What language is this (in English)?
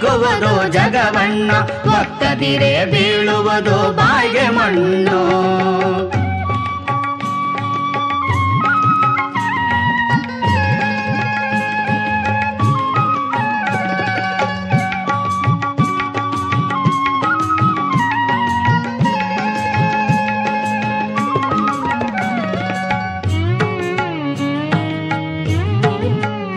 Kannada